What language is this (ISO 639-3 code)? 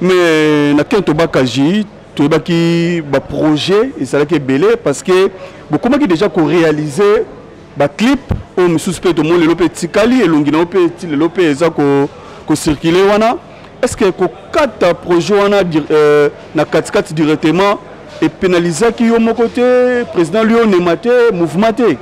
lin